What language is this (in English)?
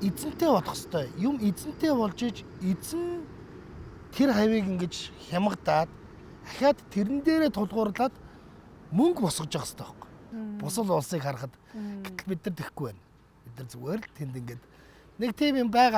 Mongolian